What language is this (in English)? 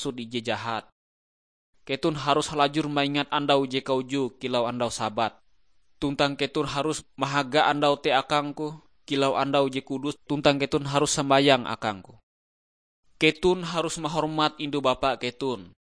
Ngaju